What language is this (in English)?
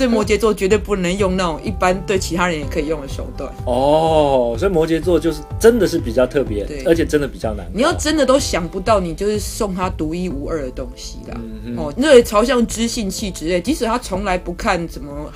Chinese